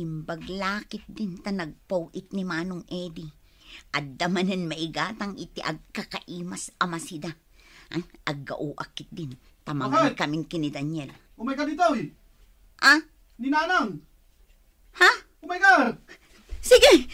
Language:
Iloko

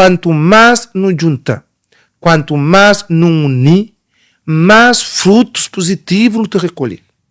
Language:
Kabuverdianu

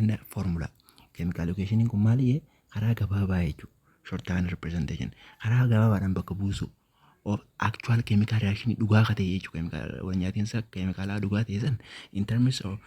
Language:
Oromo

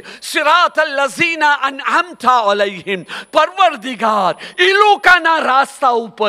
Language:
Gujarati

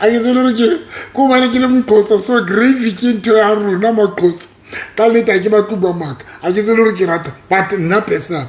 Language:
Southern Sotho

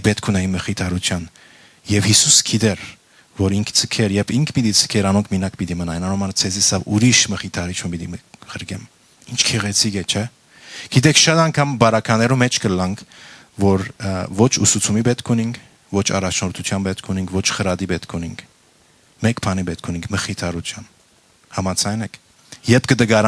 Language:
Western Armenian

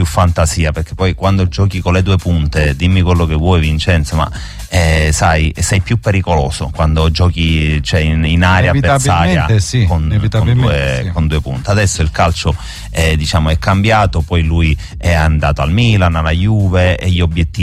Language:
Italian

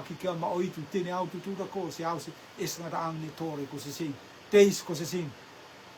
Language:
Rotuman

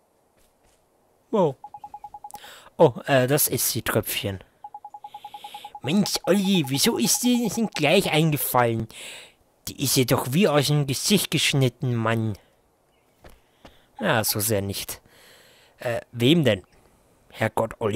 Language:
German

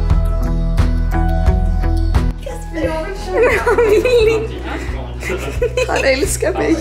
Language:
Swedish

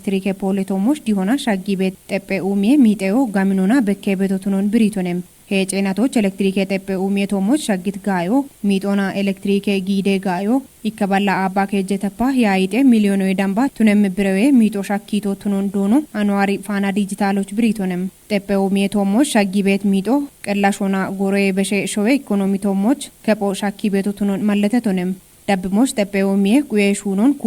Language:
Kafa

